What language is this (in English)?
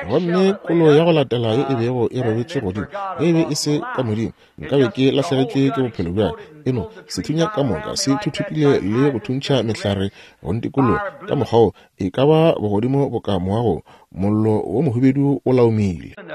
Northern Sotho